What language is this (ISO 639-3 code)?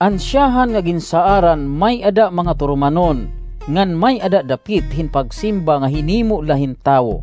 war